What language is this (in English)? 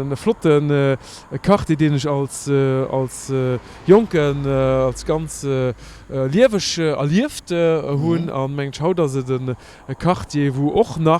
Luxembourgish